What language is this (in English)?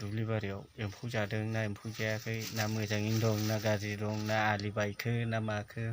Bodo